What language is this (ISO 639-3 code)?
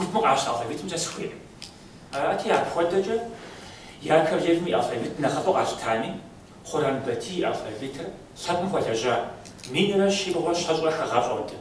kbd